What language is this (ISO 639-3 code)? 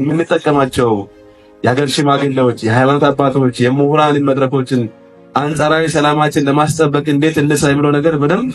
amh